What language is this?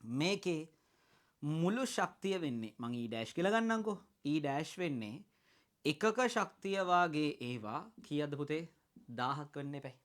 Sinhala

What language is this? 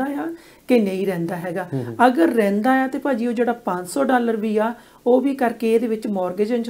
Punjabi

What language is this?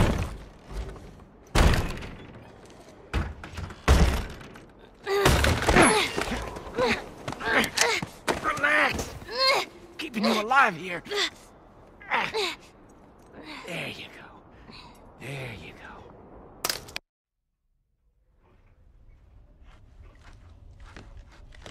English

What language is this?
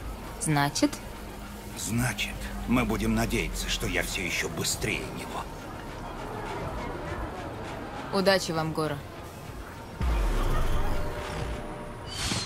Russian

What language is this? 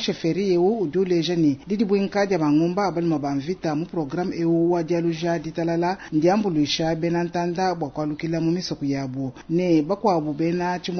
Luba-Lulua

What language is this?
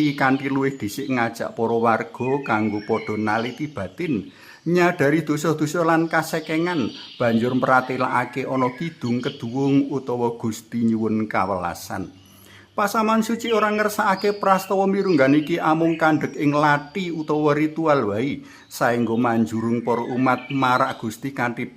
Javanese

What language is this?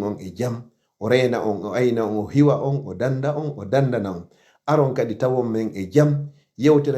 Fula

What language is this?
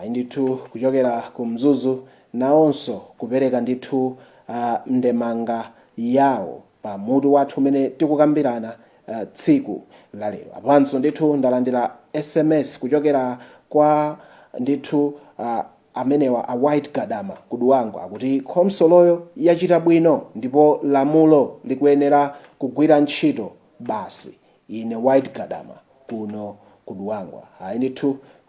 Nyanja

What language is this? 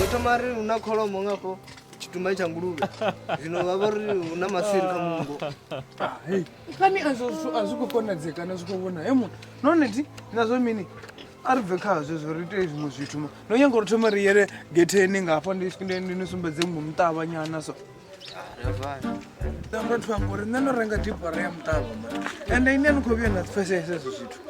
Venda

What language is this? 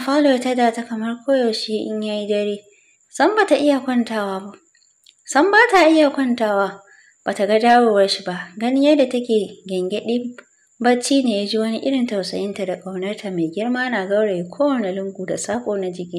Hausa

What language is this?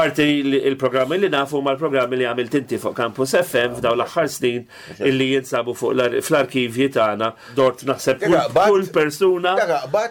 Maltese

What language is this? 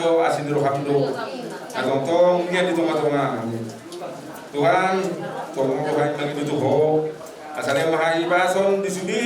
Batak Toba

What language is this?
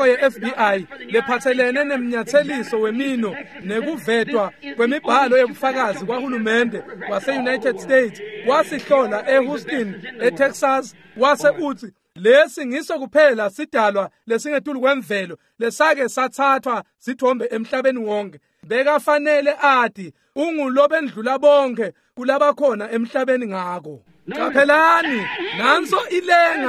Swati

